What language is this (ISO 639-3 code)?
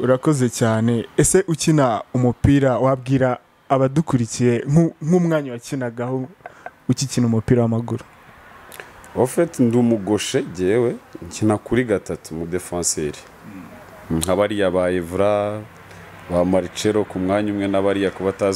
kin